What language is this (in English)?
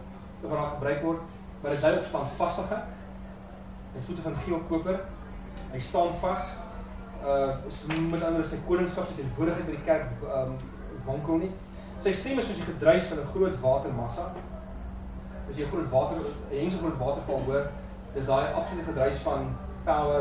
Afrikaans